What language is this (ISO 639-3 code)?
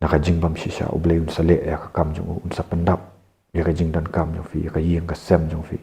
kha